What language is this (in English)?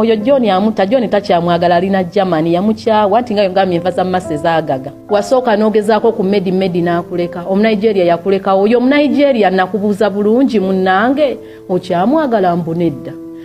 Ganda